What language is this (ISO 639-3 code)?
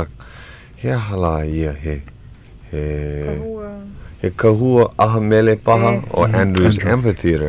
haw